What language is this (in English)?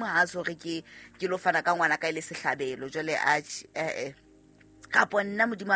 Southern Sotho